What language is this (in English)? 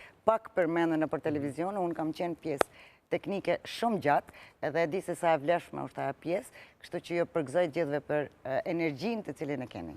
Albanian